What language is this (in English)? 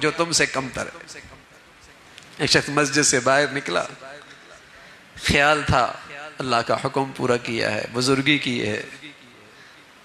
Urdu